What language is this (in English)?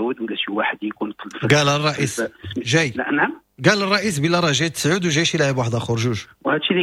Moroccan Arabic